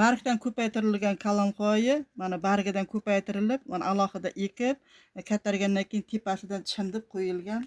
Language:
Uzbek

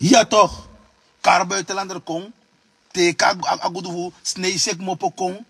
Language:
Sranan Tongo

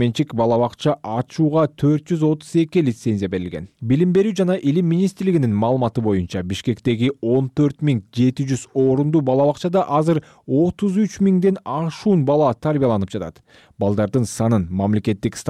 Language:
Kyrgyz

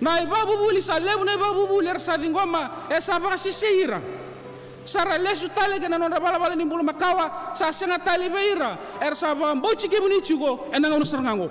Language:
Fijian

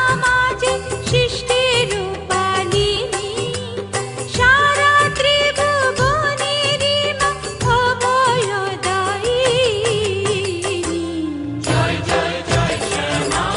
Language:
Bangla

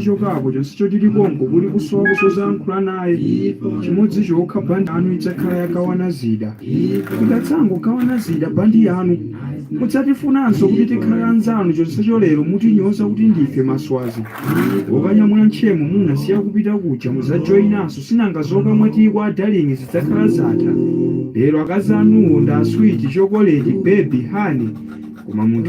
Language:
Nyanja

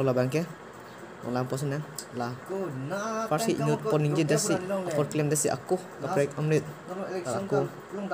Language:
Karbi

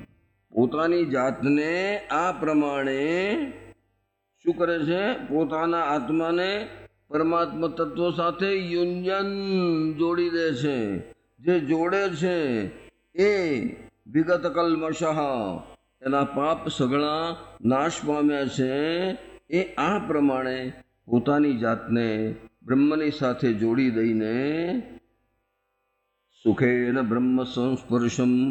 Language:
Gujarati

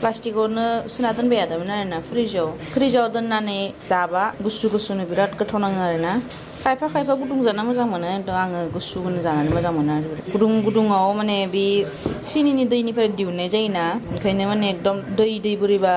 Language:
Bodo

